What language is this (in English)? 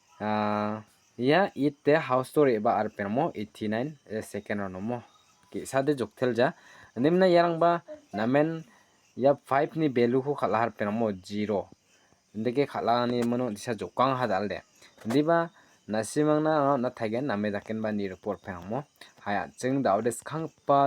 Garo